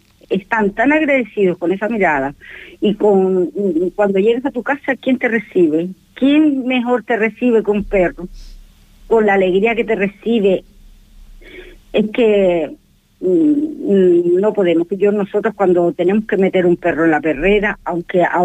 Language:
Spanish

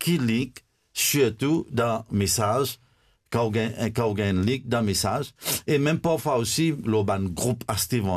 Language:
Morisyen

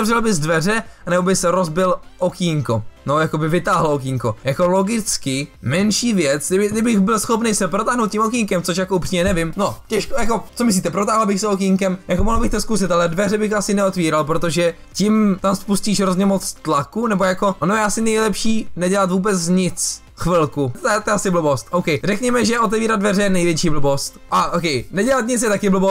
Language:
Czech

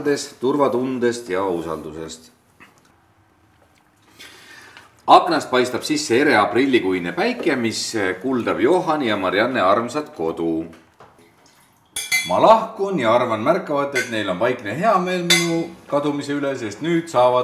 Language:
Estonian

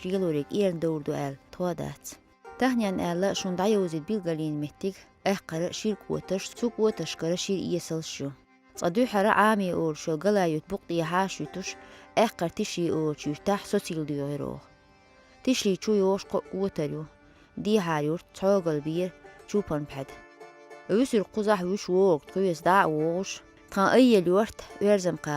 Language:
Chechen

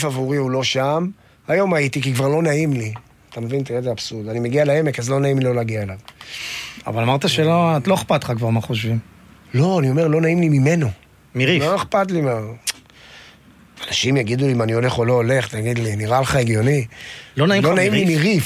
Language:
Hebrew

